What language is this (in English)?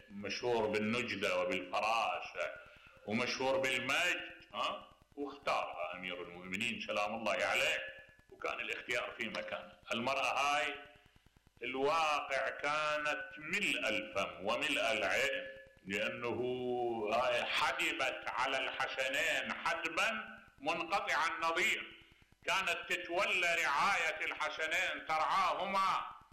Mesopotamian Arabic